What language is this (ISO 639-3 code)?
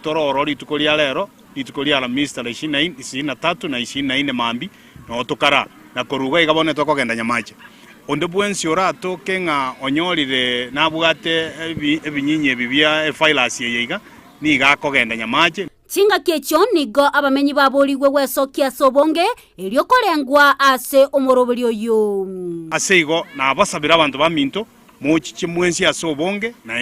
guz